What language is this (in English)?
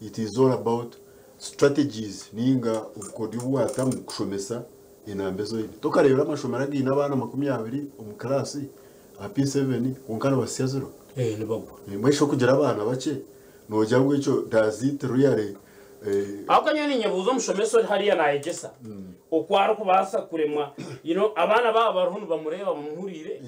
Nyankole